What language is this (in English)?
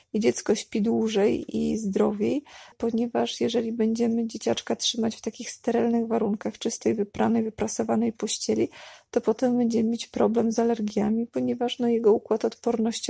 Polish